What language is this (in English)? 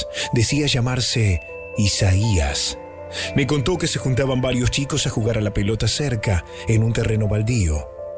Spanish